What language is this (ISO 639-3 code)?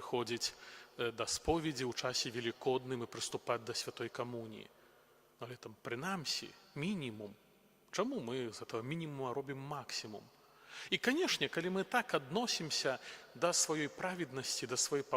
bel